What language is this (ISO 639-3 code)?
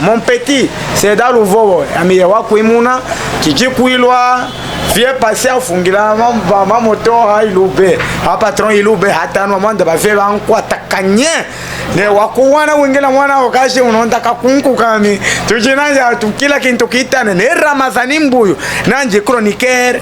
lub